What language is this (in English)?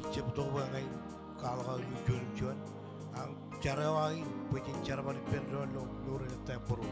Marshallese